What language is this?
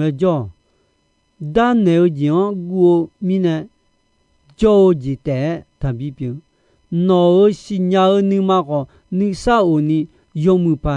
Akha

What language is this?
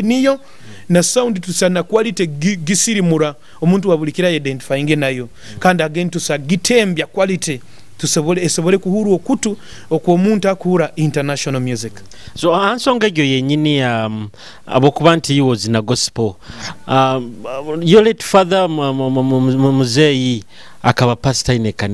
Nyoro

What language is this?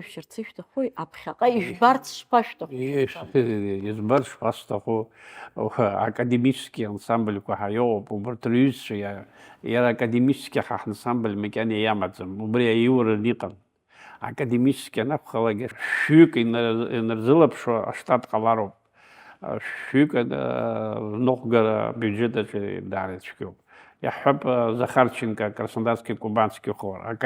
Abkhazian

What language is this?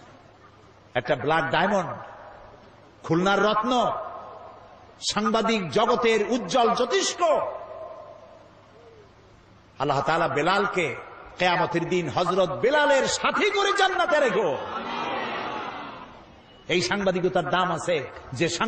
Bangla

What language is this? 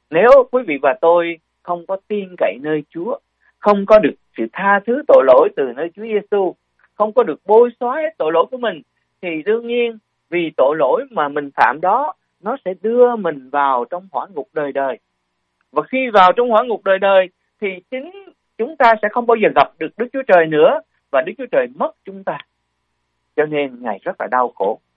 Vietnamese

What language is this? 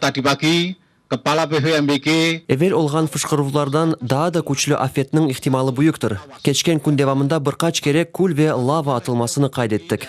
Crimean Tatar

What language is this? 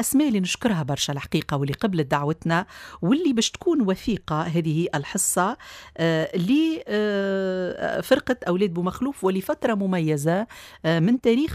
Tunisian Arabic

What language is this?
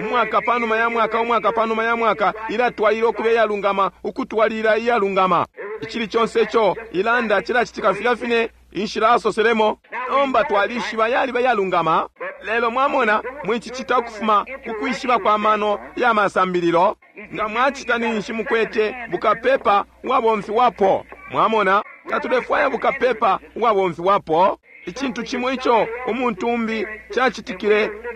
Bemba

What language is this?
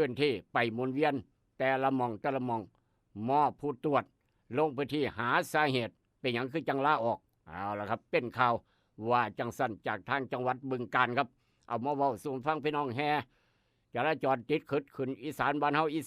Northeastern Thai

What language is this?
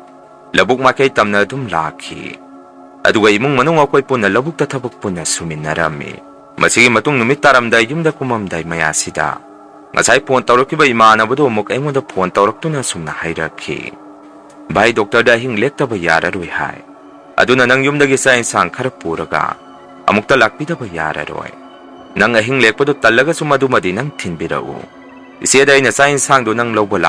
Manipuri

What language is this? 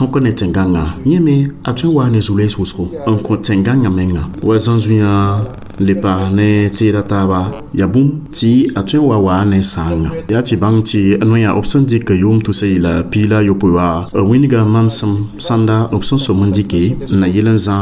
Mossi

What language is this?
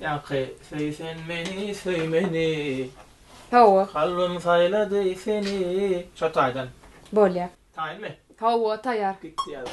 Turkmen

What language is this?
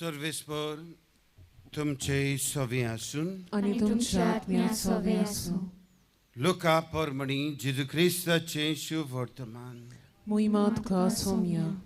Konkani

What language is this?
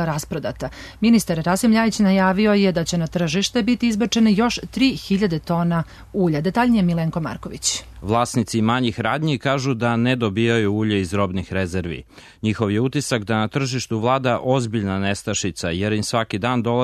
Serbian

